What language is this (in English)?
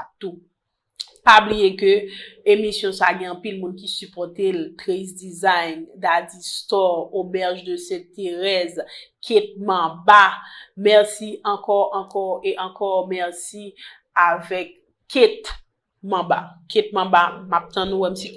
Haitian Creole